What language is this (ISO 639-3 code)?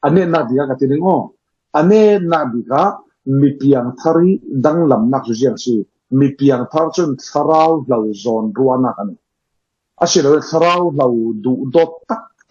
cfm